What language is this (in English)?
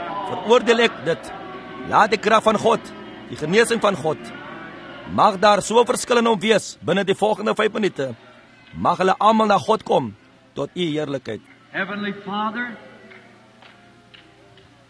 Afrikaans